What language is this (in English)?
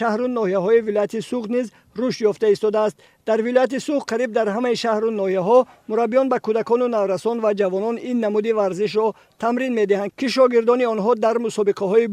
Tajik